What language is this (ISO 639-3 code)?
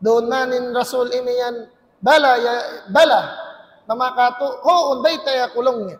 tsg